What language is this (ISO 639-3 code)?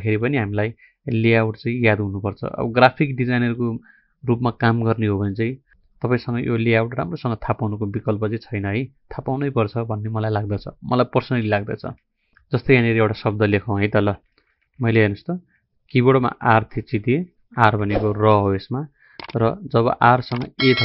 nep